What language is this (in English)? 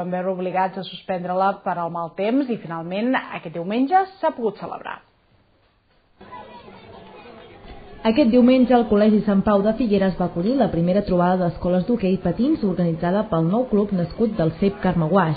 Catalan